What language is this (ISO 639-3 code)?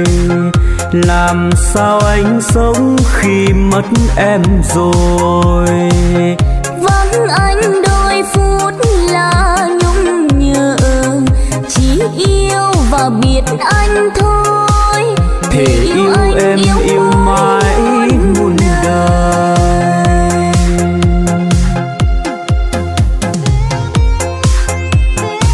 vie